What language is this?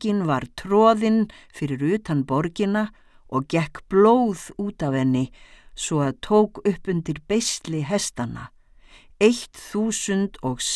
Icelandic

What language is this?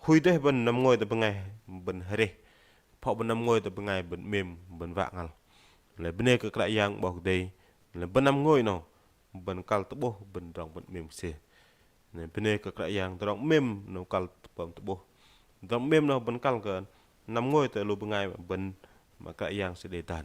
Bahnar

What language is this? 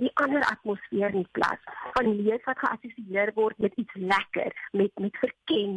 Afrikaans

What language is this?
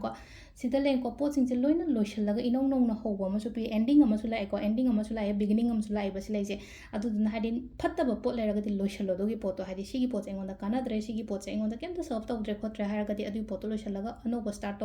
Manipuri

